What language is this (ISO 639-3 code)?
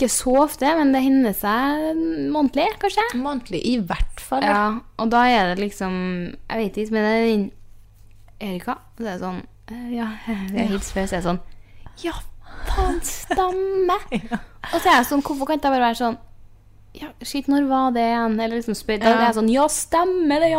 nor